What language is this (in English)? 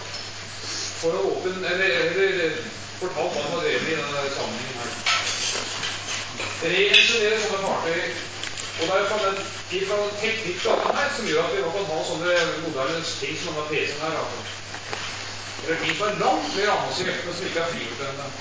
Norwegian